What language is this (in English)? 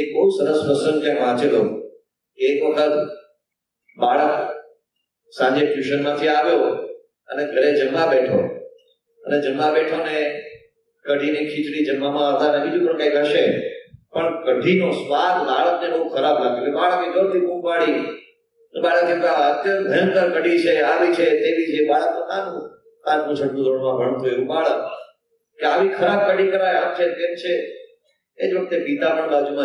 Gujarati